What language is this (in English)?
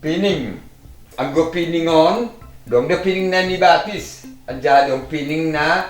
Batak Simalungun